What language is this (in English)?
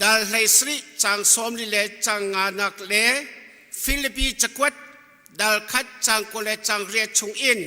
Hakha Chin